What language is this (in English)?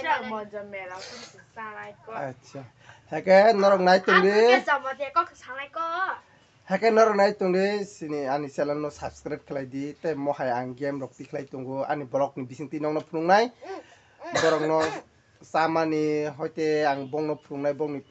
Kok Borok